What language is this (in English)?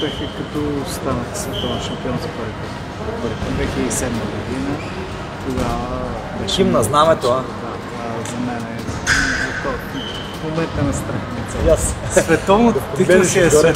Bulgarian